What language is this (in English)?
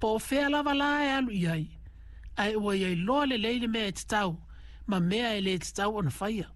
Samoan